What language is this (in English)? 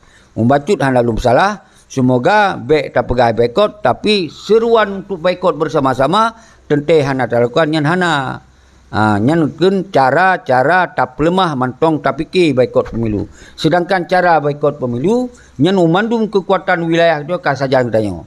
Achinese